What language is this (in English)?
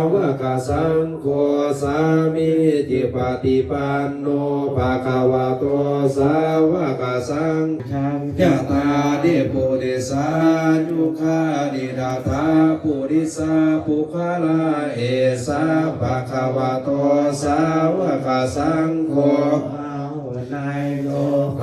Pali